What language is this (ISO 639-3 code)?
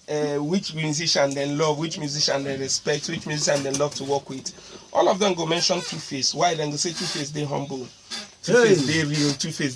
pcm